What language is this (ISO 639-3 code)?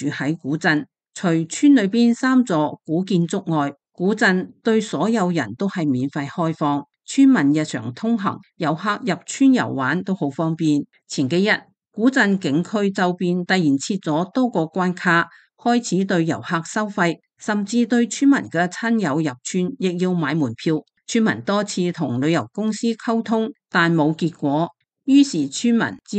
yue